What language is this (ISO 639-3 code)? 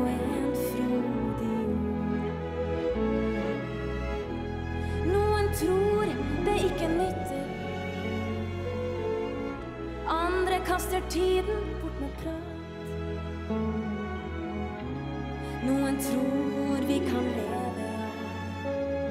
nor